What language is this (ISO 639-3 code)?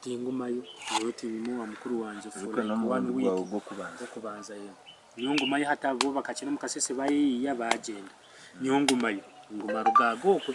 nyn